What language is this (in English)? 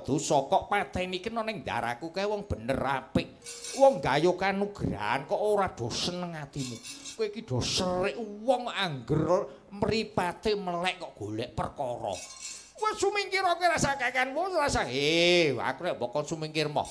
Javanese